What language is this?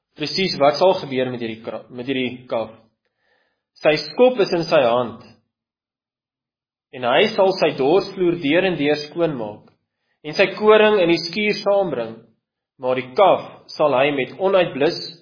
Afrikaans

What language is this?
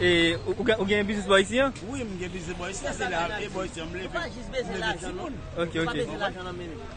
Haitian Creole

